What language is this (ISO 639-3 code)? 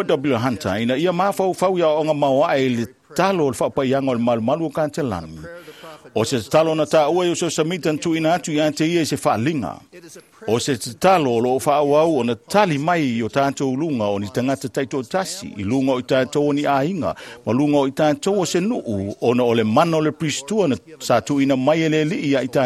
smo